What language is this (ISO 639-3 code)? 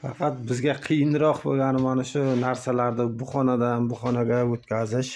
uzb